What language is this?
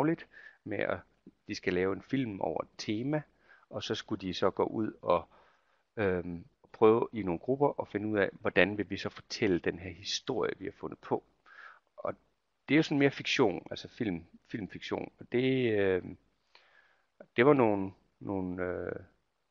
Danish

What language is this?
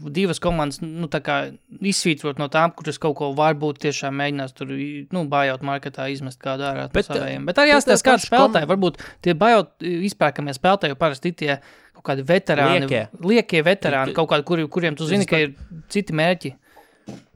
Latvian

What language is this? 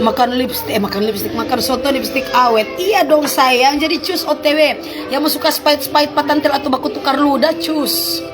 Manado Malay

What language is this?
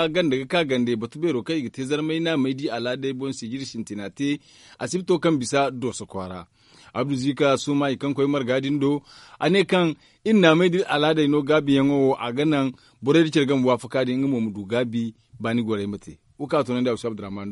Zarma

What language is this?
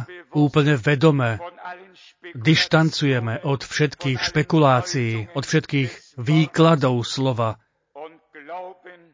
Slovak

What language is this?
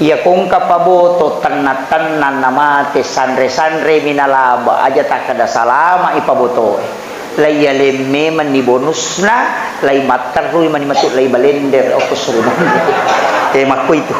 Buginese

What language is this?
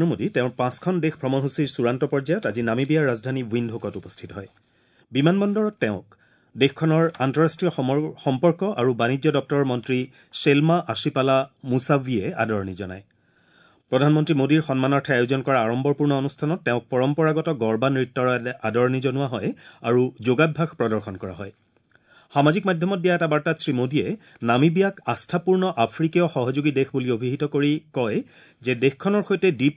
Assamese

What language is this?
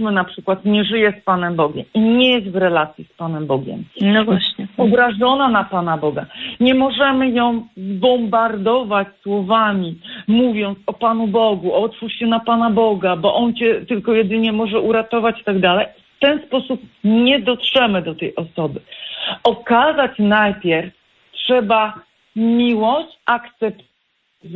Polish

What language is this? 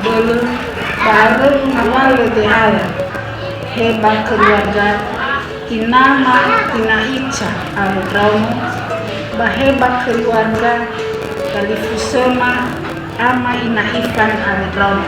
Nias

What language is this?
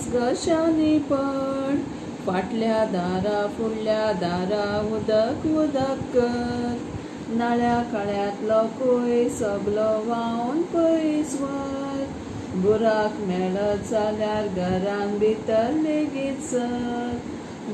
Konkani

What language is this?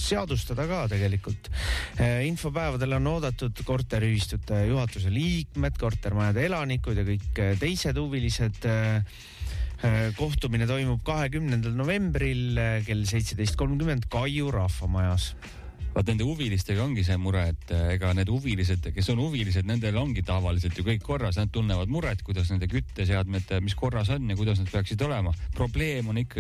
Estonian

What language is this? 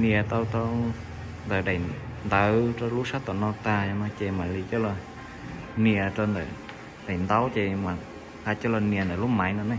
Hmong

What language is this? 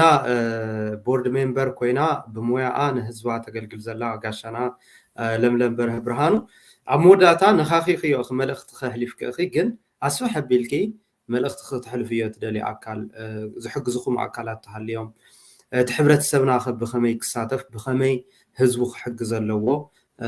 Tigrinya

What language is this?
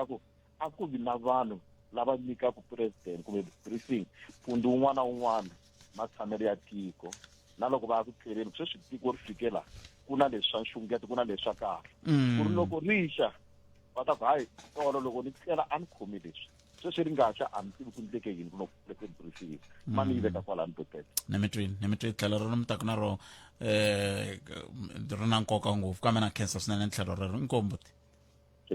Tsonga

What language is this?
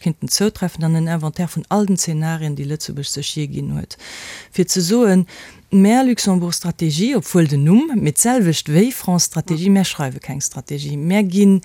Luxembourgish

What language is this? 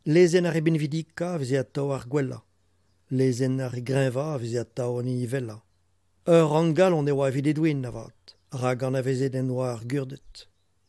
Breton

